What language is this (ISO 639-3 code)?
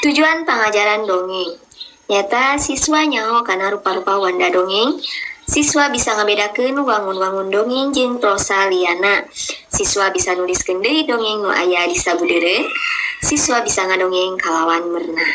sun